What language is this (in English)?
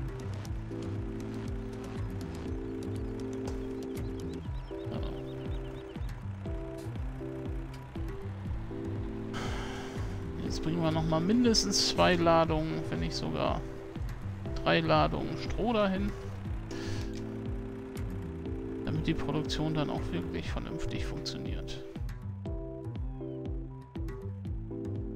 German